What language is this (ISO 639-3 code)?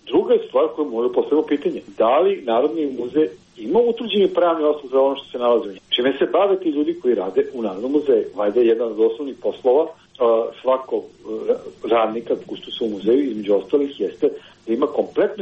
srp